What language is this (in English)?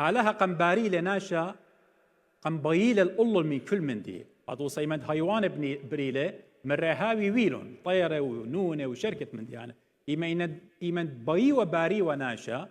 Assyrian Neo-Aramaic